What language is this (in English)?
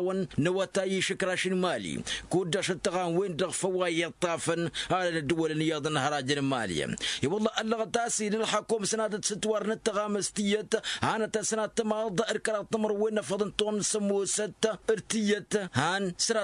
Tamasheq